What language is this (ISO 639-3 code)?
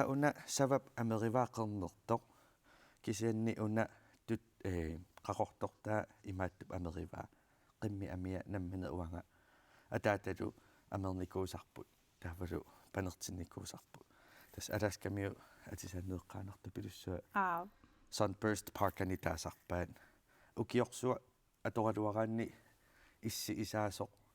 kal